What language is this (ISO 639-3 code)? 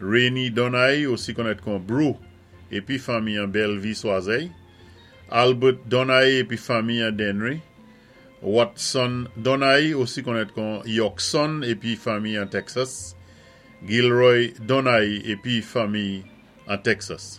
acf